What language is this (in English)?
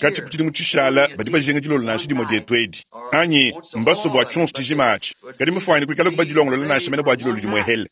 Luba-Lulua